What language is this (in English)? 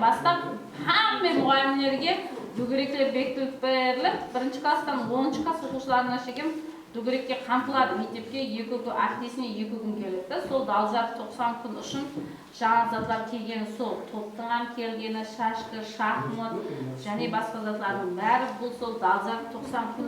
Kara-Kalpak